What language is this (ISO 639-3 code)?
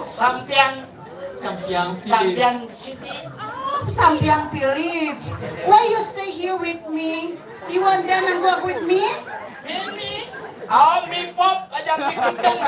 ban